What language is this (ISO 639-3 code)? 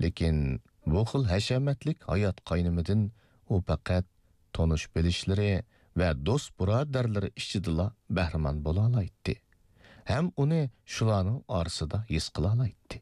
uig